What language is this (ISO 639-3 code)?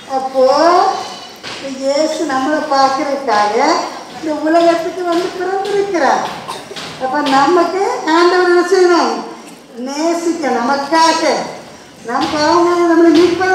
tam